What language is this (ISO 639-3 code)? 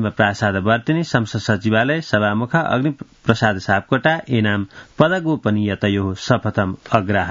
san